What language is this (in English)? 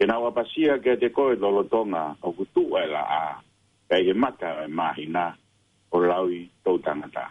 Tongan